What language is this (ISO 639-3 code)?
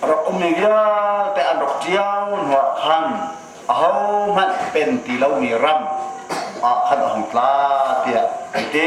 cnh